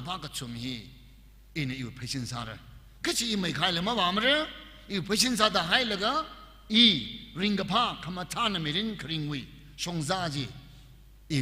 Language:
Tangkhul Naga (India)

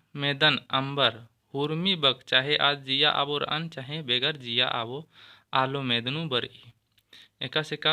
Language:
Kurukh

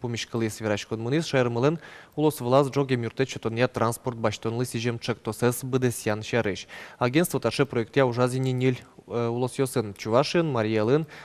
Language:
Udmurt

